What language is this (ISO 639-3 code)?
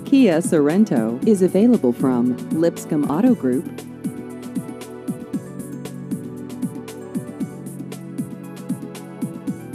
eng